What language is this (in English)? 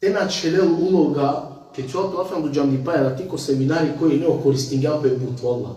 Balkan Romani